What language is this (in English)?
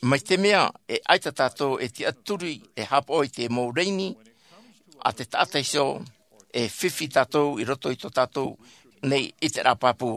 Tahitian